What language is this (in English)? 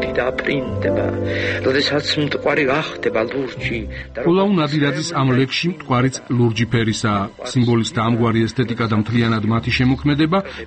Georgian